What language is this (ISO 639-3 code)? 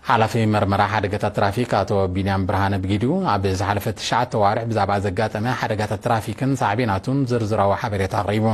tir